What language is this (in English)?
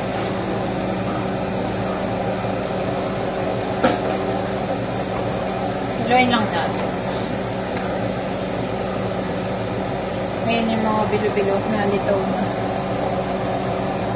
Filipino